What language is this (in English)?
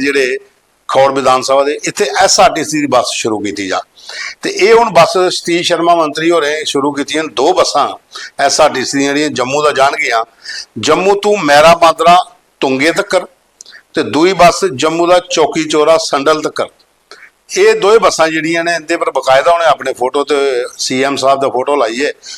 Dogri